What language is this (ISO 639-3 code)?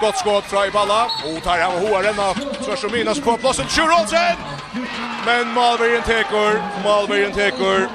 fao